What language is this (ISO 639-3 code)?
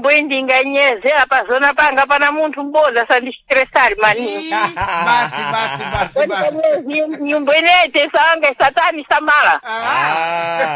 seh